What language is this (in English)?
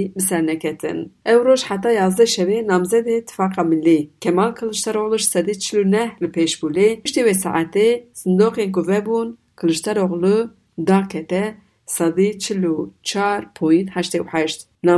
Kurdish